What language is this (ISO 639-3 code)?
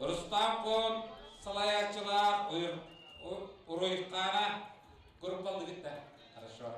sah